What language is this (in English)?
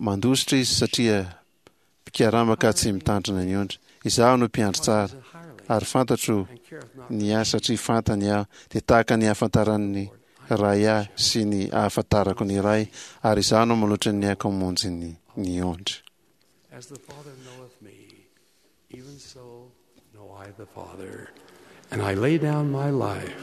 Malagasy